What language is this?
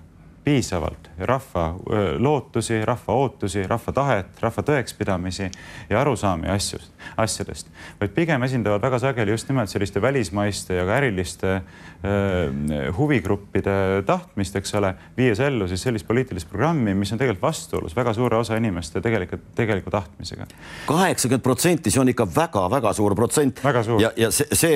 Estonian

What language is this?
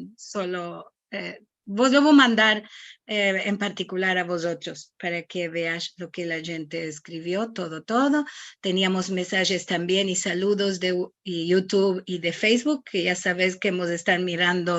Ladino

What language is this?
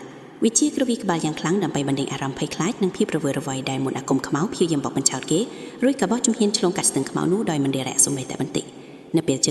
Khmer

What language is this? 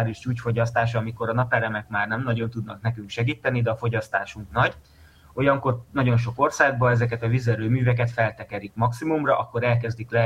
Hungarian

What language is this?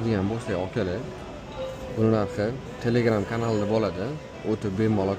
Uzbek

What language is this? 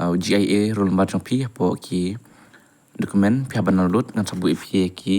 Khasi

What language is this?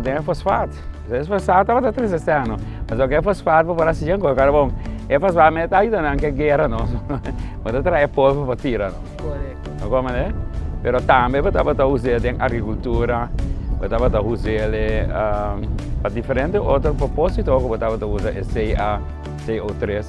Papiamento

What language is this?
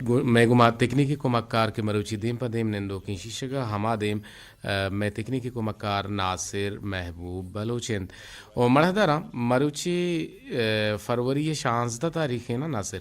Eastern Balochi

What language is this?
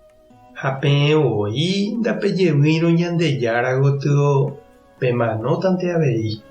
Guarani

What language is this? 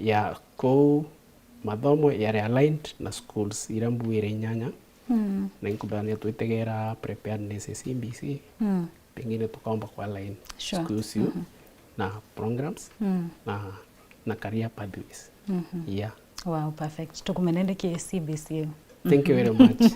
Meru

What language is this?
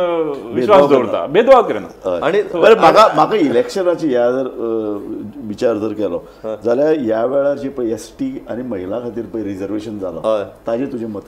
Konkani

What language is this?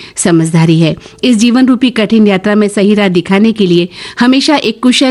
Hindi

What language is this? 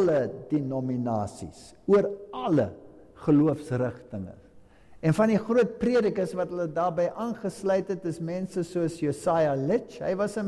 Afrikaans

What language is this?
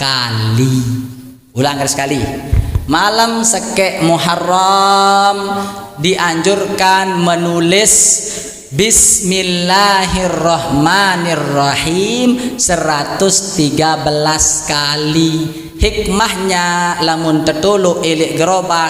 Sasak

